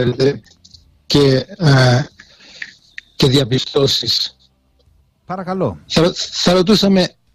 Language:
Greek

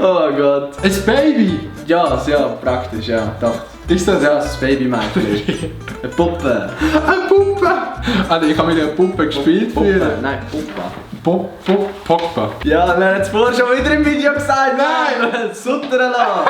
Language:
Swiss German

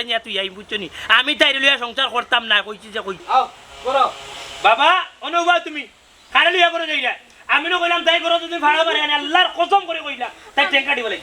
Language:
Sylheti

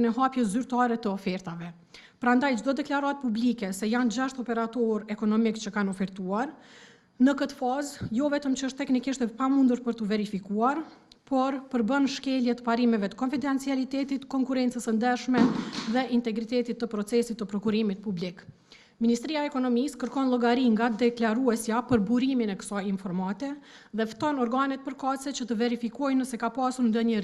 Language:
Albanian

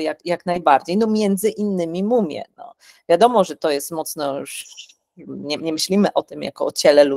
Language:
Polish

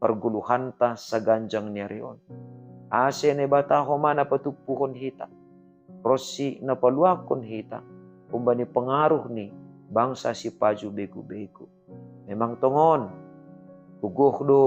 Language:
Batak Simalungun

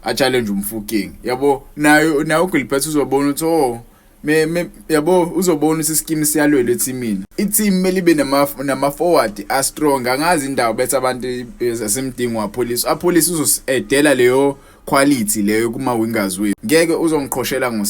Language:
Zulu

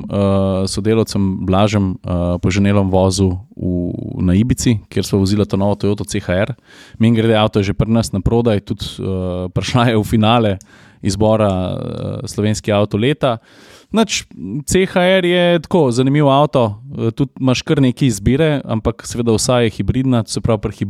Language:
Slovenian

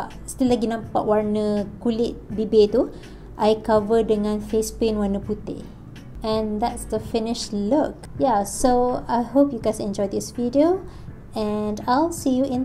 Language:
Malay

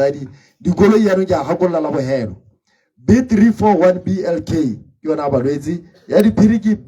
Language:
Tswana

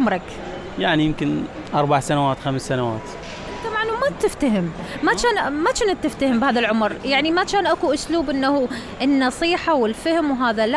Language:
Mesopotamian Arabic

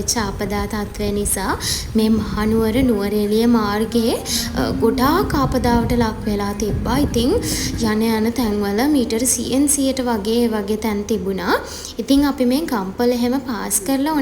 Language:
Sinhala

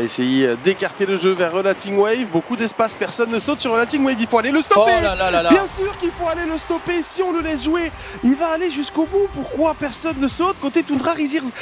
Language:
French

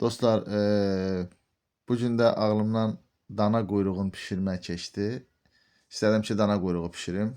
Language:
Azerbaijani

